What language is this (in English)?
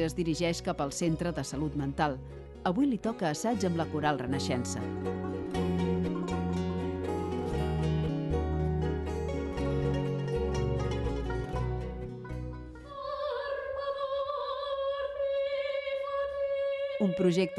Catalan